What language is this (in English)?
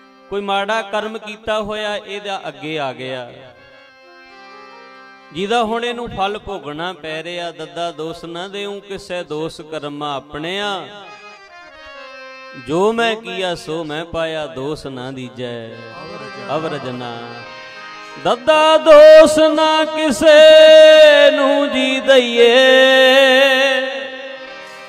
Punjabi